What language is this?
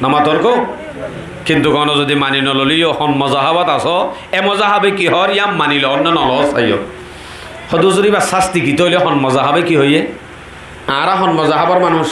Rohingya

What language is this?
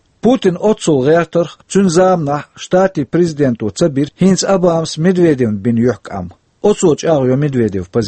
Chechen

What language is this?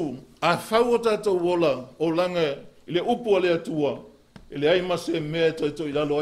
Samoan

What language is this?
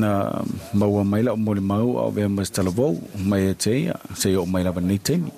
Samoan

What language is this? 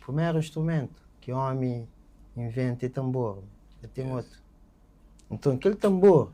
Kabuverdianu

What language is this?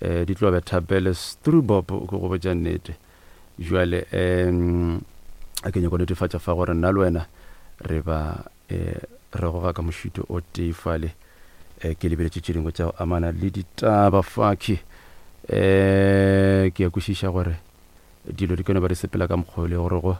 Northern Sotho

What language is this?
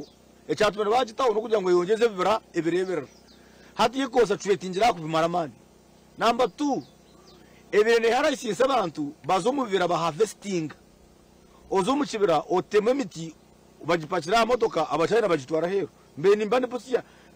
Nyankole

